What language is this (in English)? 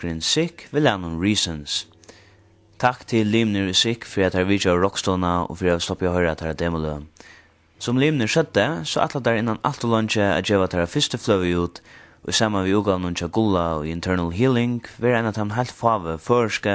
Faroese